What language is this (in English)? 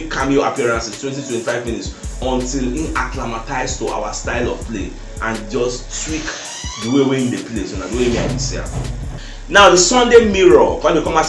Nigerian Pidgin